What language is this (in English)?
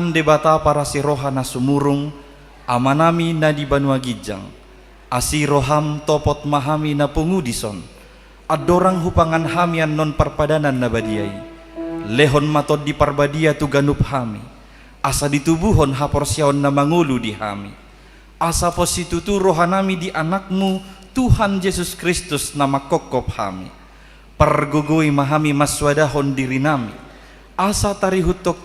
Batak Toba